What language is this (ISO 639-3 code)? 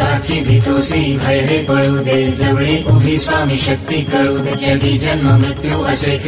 mar